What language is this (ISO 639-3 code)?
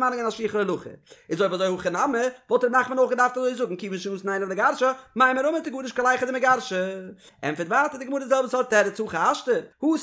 yid